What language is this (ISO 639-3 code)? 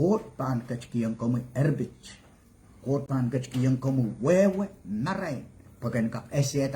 pon